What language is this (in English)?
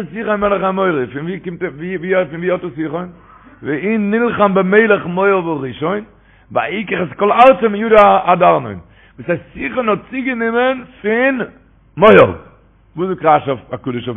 Yiddish